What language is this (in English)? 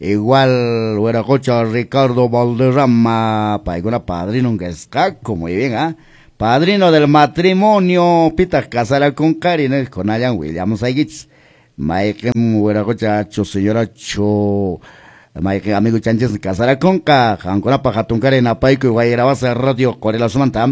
Quechua